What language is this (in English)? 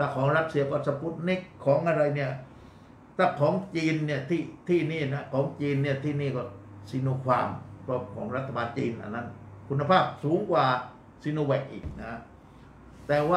Thai